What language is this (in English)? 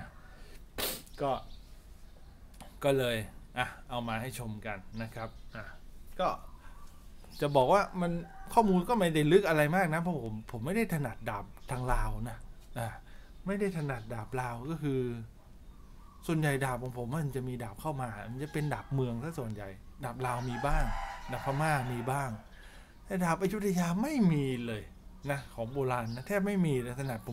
Thai